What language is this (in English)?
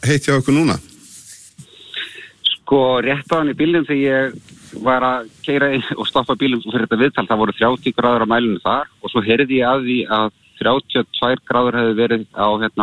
Icelandic